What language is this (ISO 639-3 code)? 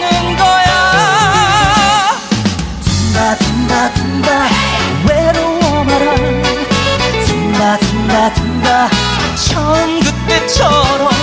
kor